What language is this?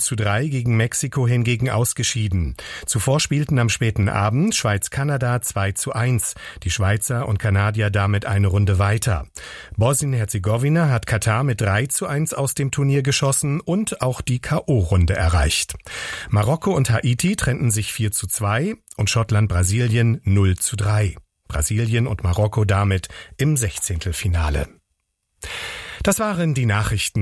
German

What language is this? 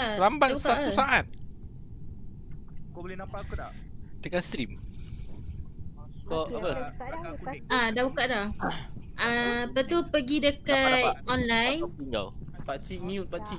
Malay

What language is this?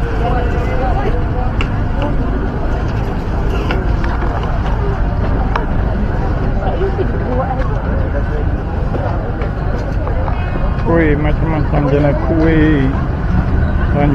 Malay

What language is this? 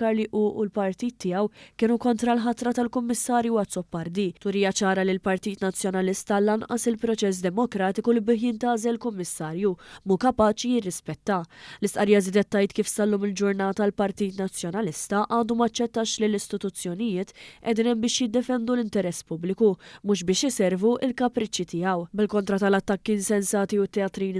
Maltese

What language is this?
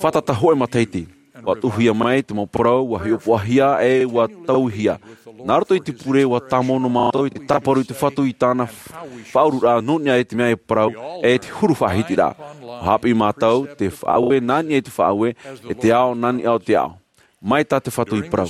Tahitian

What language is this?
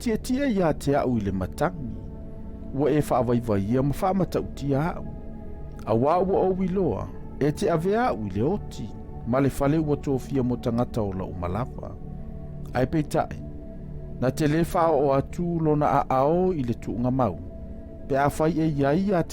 Samoan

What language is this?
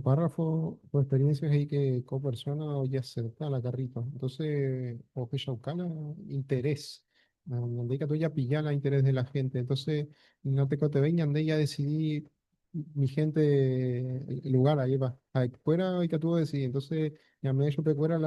Guarani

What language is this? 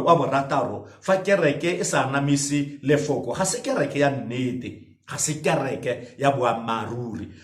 Tswana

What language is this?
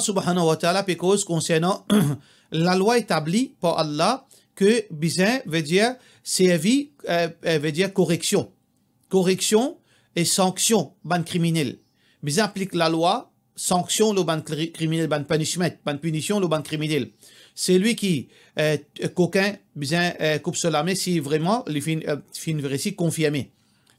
Morisyen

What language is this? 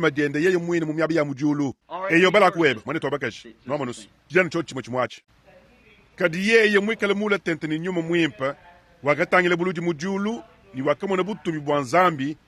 Luba-Lulua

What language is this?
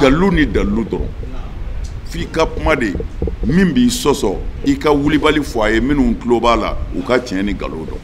Bambara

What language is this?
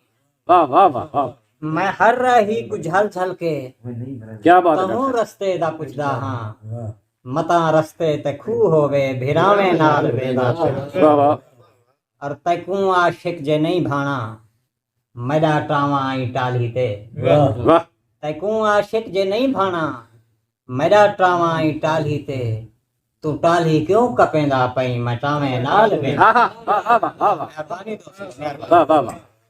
Saraiki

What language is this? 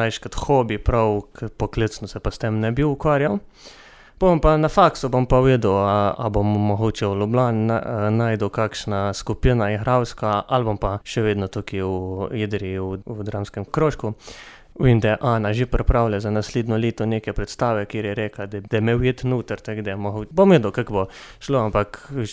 Slovenian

